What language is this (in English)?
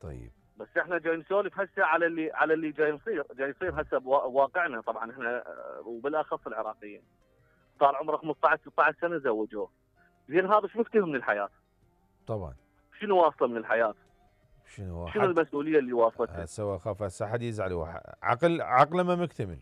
Mesopotamian Arabic